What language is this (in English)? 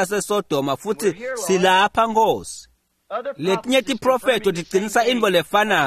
Swati